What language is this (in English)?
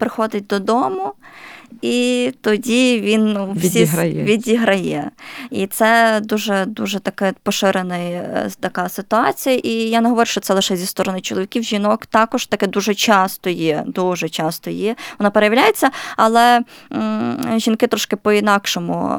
Ukrainian